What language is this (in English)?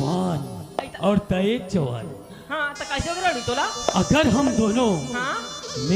Chhattisgarhi